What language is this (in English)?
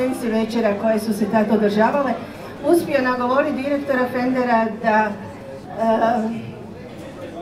Croatian